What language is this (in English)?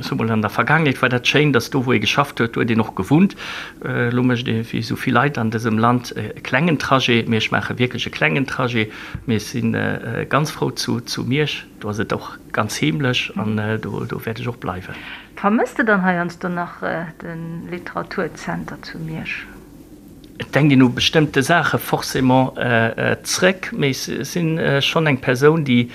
Luxembourgish